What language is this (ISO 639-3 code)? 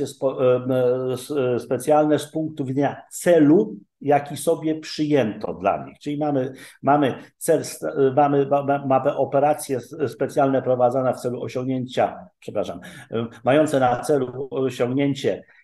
pol